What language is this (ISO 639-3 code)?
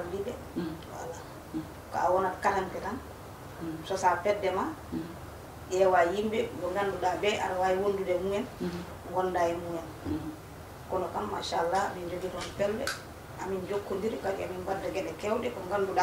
ful